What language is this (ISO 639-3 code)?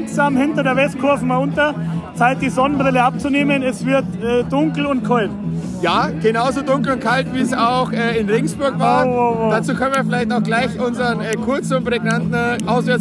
deu